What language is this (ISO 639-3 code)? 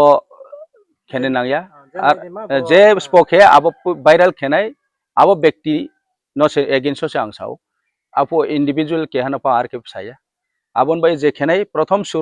ria